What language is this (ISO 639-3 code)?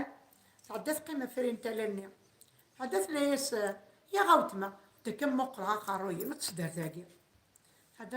kab